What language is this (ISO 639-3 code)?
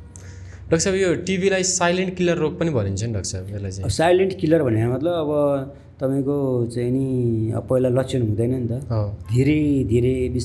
nep